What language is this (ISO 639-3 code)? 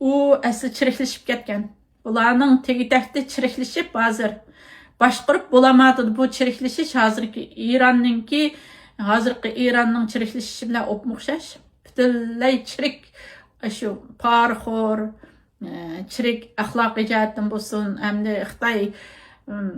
uig